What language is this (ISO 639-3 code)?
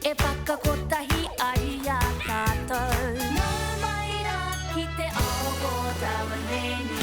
mri